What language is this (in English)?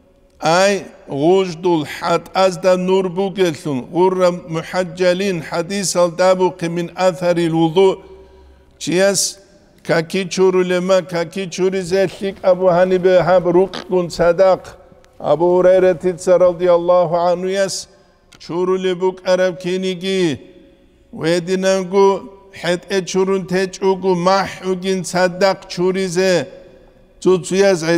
Avaric